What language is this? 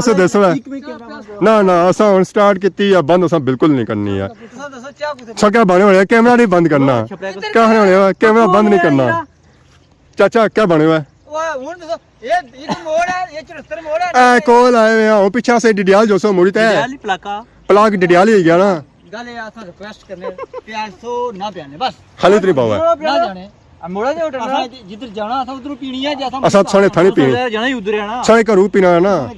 Pahari-Potwari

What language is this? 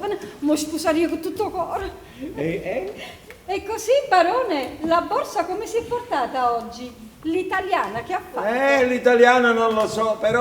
Neapolitan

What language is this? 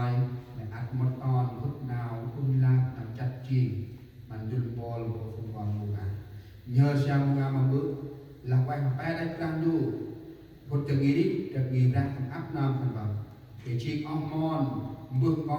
Central Mnong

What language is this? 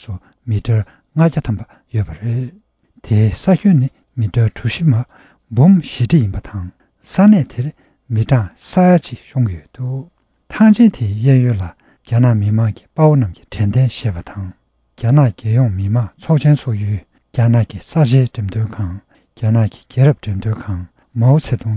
Tibetan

